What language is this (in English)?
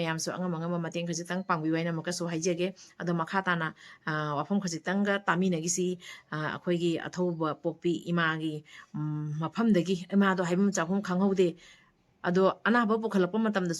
Manipuri